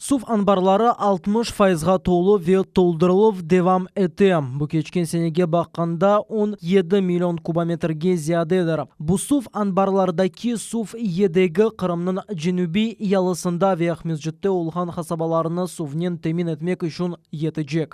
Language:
Crimean Tatar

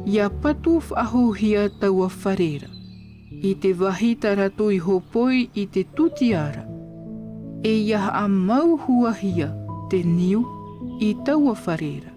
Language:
Tahitian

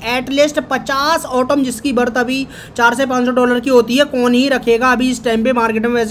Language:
Hindi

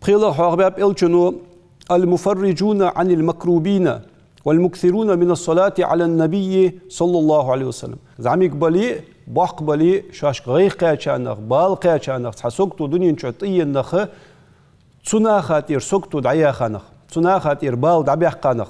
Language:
Ingush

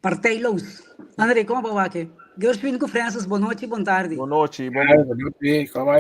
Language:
Papiamento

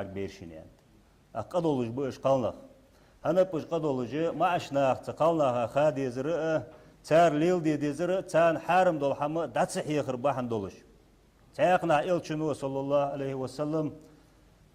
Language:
Ingush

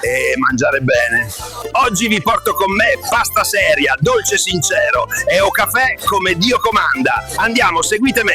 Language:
Neapolitan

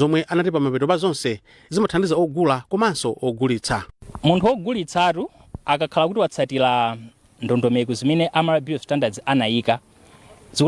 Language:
Nyanja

